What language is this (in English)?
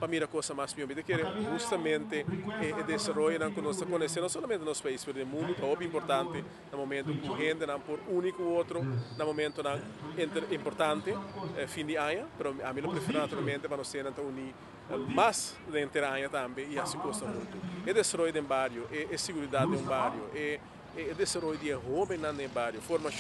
Papiamento